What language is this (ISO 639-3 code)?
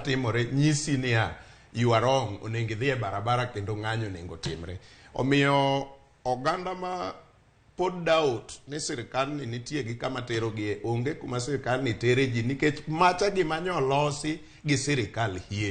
luo